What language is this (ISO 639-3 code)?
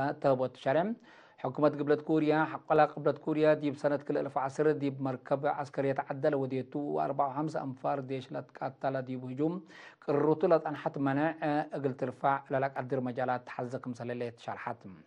tig